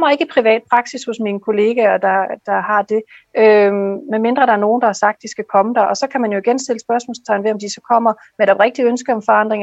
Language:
Danish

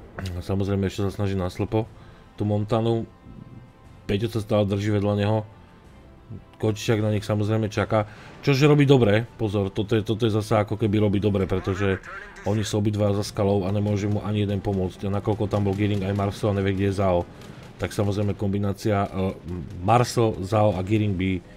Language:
Slovak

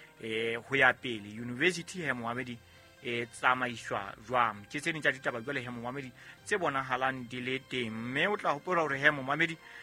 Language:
Southern Sotho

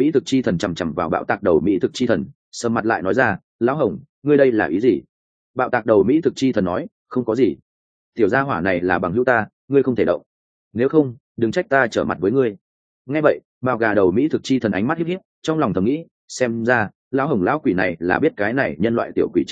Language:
Vietnamese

